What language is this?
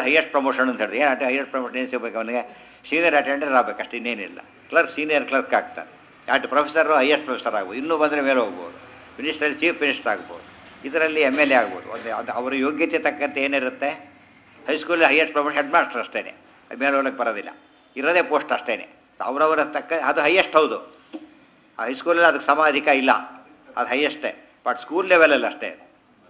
Kannada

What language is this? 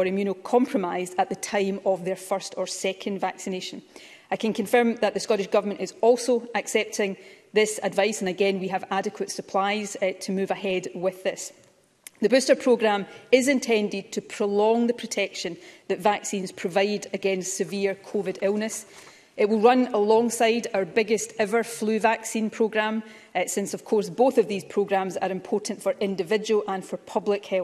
English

